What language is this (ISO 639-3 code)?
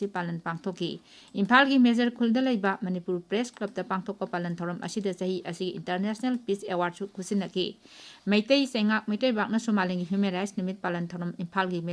mni